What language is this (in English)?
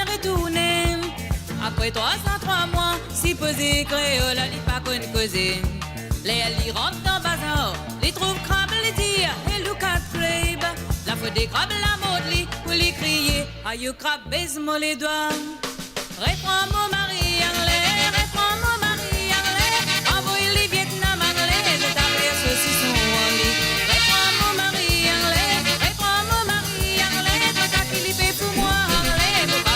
Morisyen